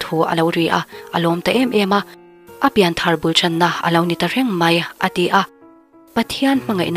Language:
Mizo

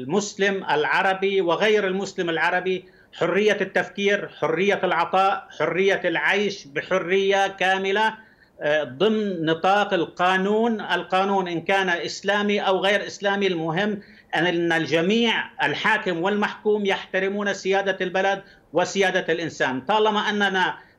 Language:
Arabic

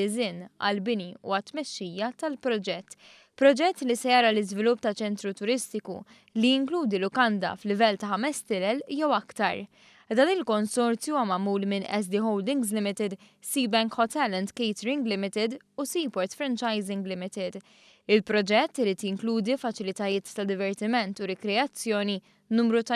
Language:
Maltese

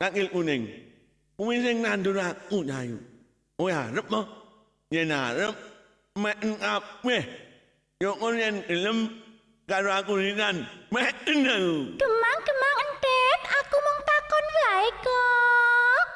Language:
Javanese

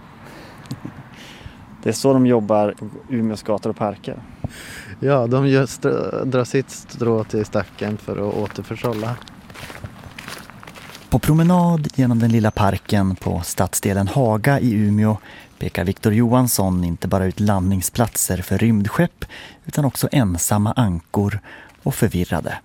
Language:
Swedish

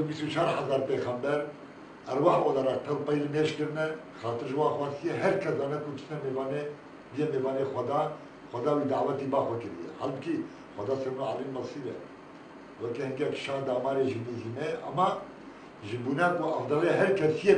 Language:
Kurdish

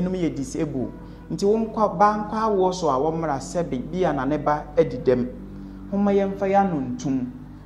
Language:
Akan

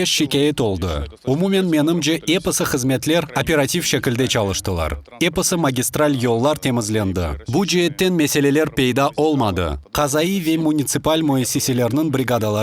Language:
Crimean Tatar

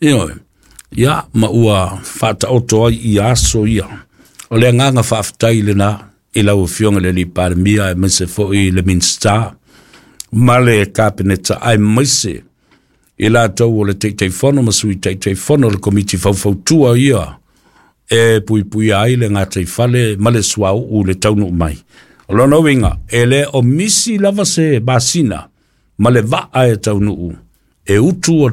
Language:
Samoan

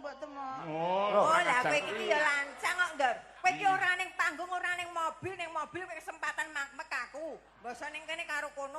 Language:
Javanese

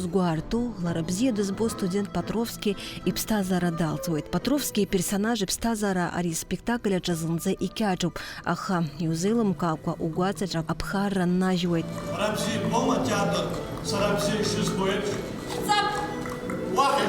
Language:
Abkhazian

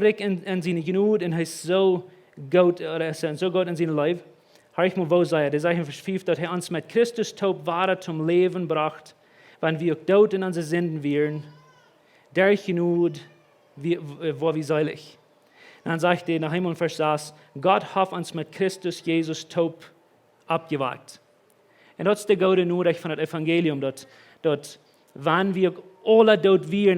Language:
Plautdietsch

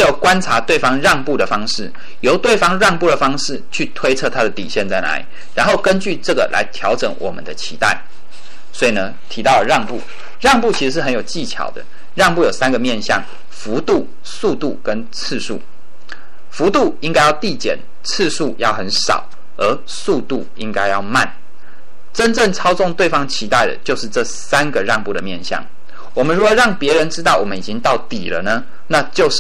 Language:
Chinese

